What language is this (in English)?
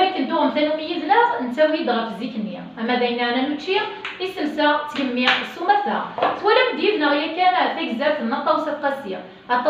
Kabyle